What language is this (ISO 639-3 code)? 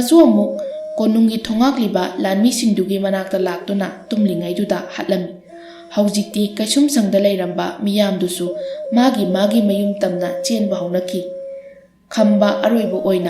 mni